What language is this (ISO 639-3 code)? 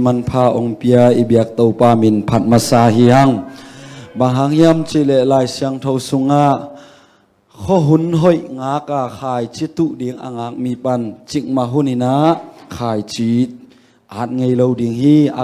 ctd